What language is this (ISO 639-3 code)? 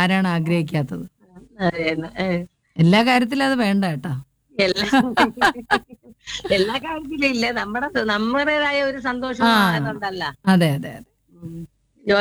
mal